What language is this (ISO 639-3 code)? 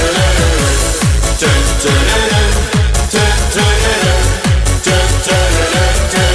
nld